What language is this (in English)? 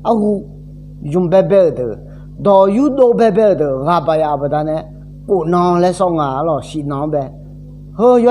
Akha